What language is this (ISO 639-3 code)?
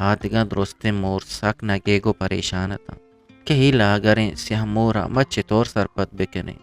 bgp